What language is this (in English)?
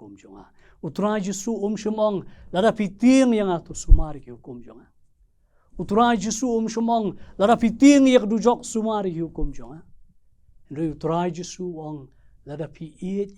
Khasi